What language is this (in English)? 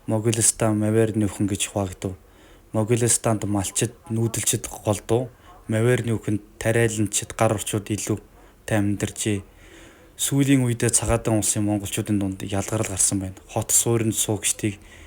Mongolian